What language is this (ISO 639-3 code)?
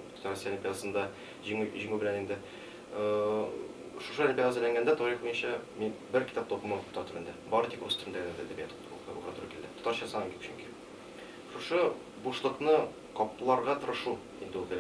tat